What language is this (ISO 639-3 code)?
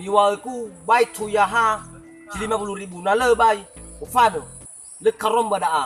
nia